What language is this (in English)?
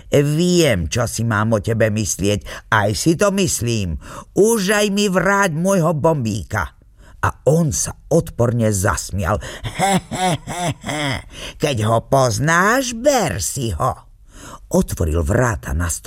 Slovak